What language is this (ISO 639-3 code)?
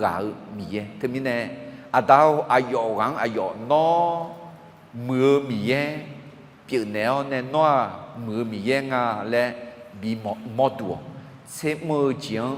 ahk